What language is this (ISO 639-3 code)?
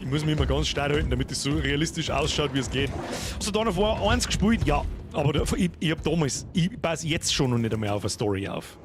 bar